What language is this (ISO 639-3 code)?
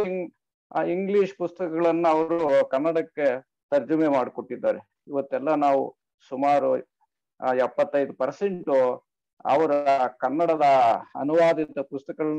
kan